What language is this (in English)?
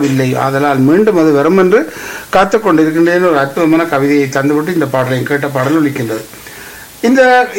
Tamil